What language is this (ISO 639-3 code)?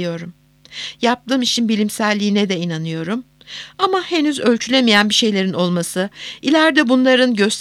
tur